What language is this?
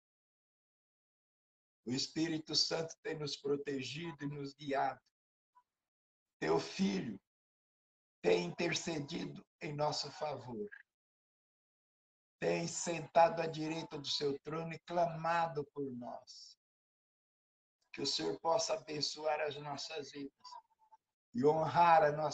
Portuguese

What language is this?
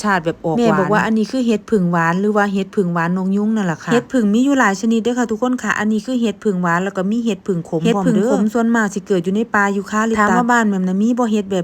Northeastern Thai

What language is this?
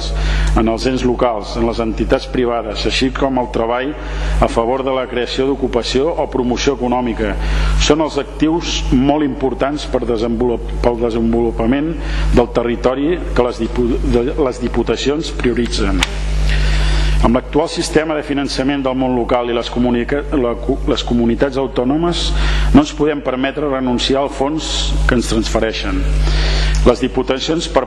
Catalan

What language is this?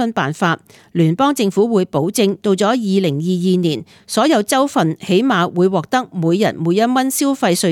Cantonese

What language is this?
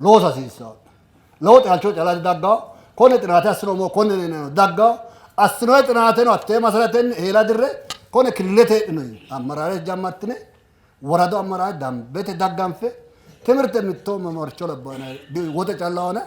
Sidamo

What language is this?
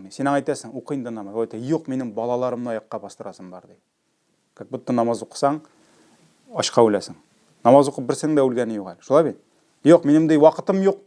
Tatar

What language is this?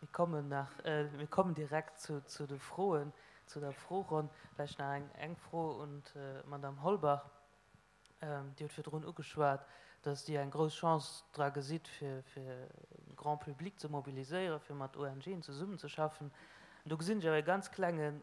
Luxembourgish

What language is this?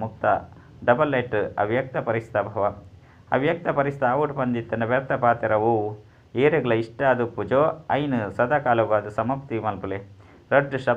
Tulu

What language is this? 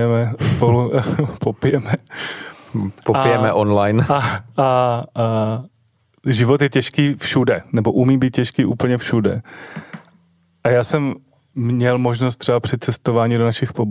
Czech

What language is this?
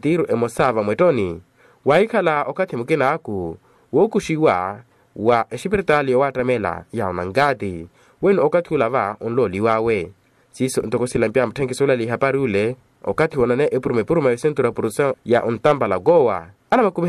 Makhuwa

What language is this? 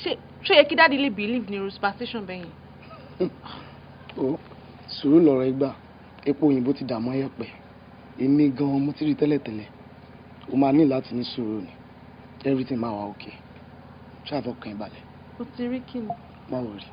Yoruba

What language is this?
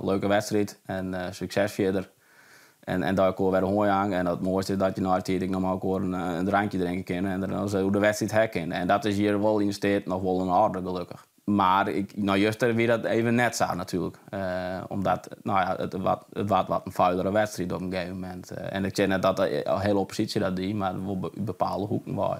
Western Frisian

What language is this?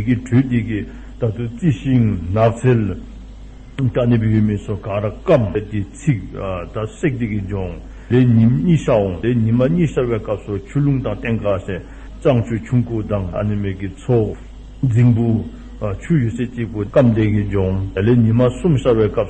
Dzongkha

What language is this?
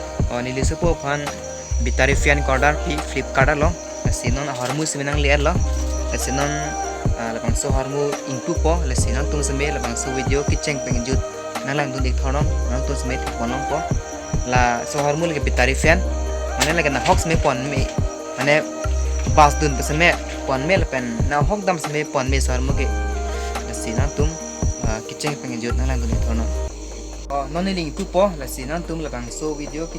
Karbi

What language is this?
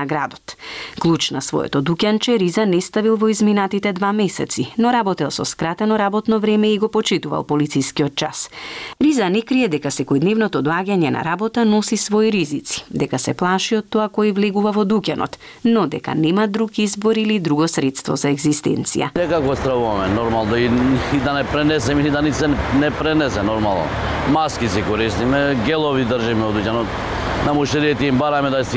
Macedonian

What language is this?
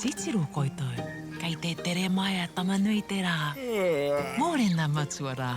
Māori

